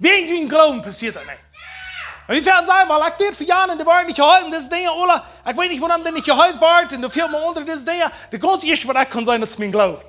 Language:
Plautdietsch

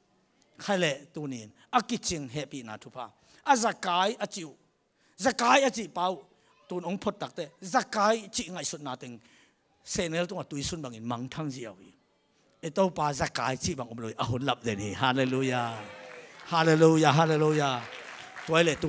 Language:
Tedim Chin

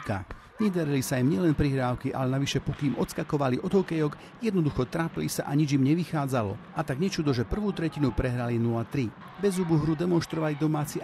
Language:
Slovak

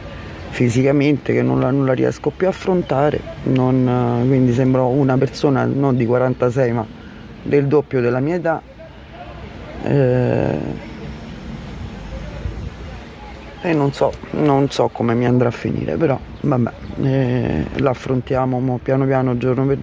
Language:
Italian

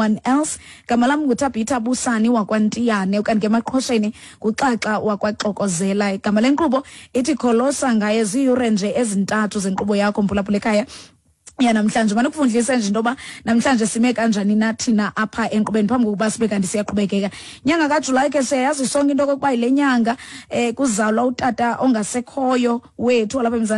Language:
Xhosa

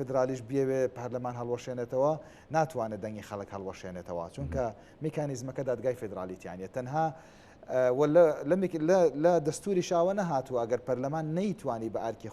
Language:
Central Kurdish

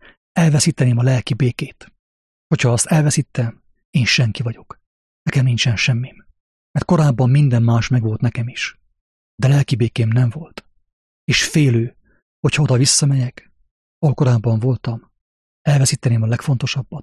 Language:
Hungarian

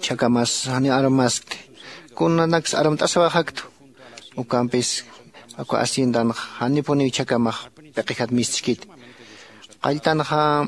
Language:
Aymara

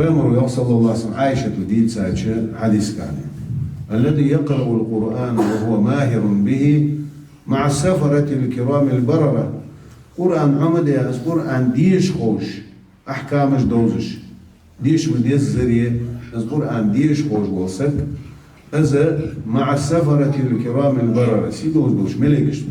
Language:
Ingush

